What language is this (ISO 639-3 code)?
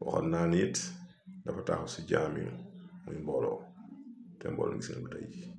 wol